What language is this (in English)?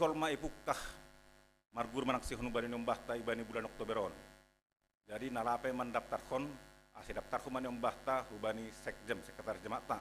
Batak Simalungun